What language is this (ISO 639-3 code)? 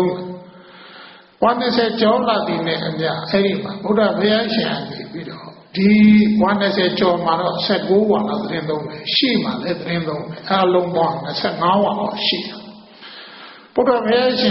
mya